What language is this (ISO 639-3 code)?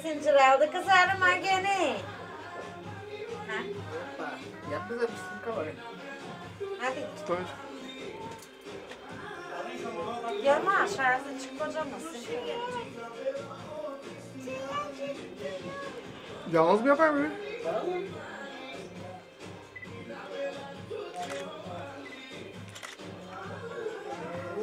tur